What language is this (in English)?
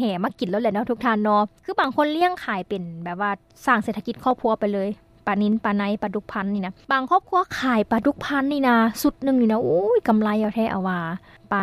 Lao